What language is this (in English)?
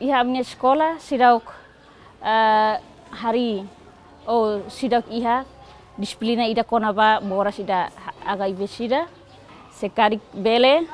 Tetum